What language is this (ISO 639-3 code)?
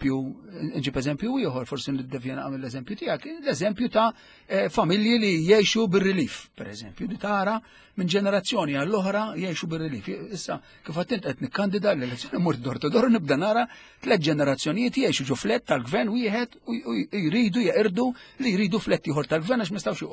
mlt